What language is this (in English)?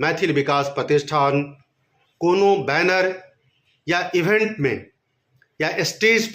Maithili